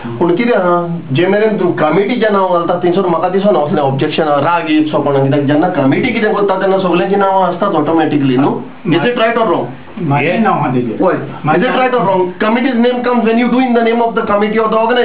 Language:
Konkani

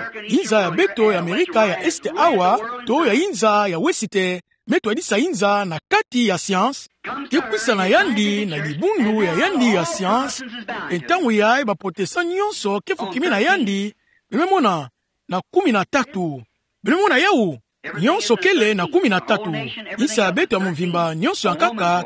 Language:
Kituba (Democratic Republic of Congo)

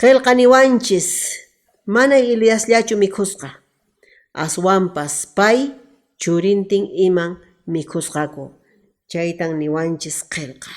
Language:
Quechua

